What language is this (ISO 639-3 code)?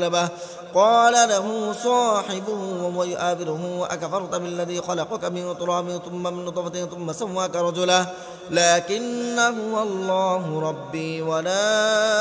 ara